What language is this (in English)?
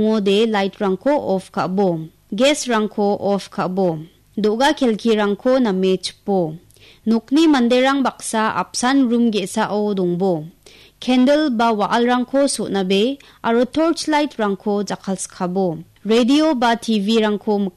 Garo